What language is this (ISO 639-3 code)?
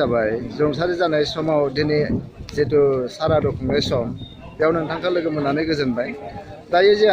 brx